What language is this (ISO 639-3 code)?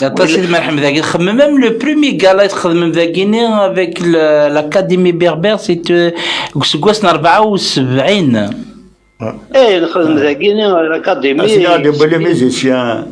kab